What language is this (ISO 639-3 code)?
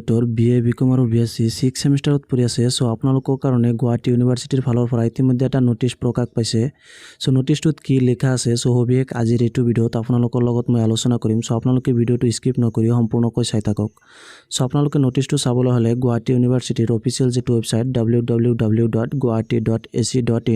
asm